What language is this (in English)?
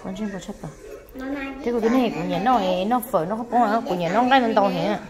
Hmong